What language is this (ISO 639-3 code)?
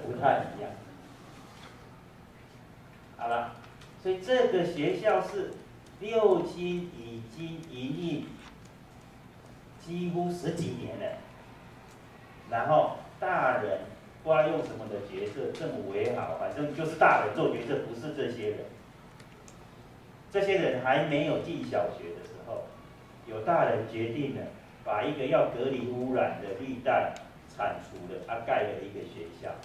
zho